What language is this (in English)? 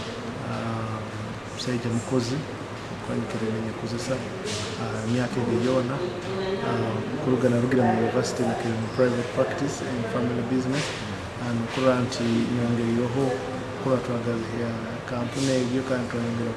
Nyoro